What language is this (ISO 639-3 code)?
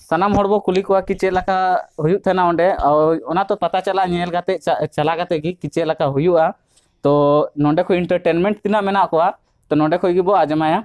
sat